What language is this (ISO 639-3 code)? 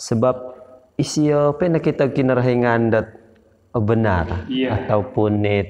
dtp